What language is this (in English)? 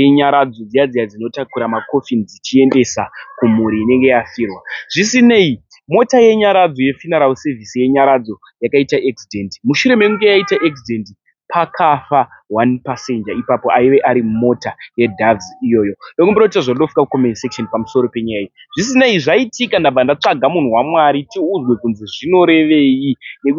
Shona